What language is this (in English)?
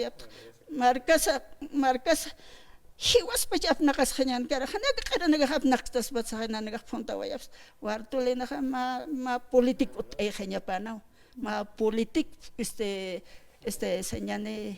Aymara